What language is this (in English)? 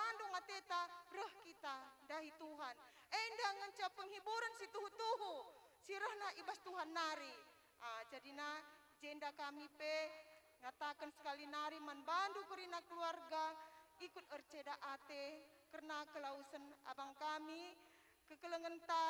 Batak Karo